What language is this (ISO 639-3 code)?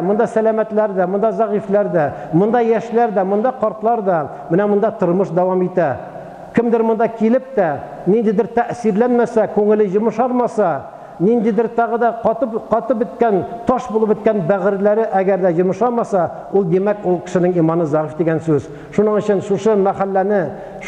tat